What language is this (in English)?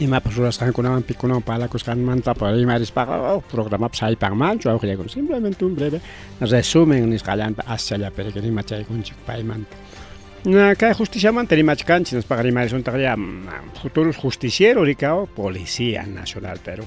Ayacucho Quechua